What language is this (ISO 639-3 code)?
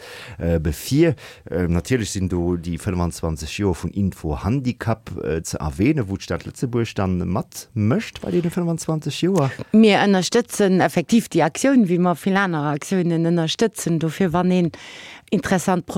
ltz